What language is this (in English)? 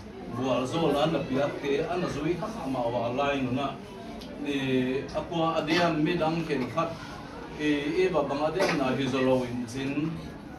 Paite Chin